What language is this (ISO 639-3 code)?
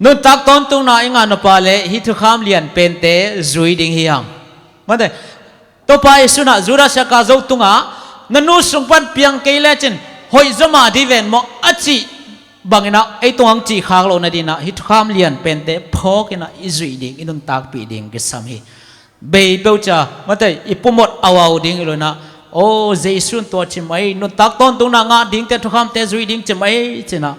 ctd